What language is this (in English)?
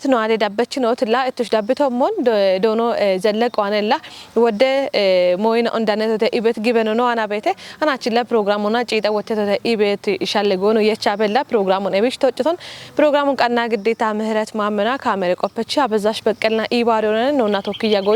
Kafa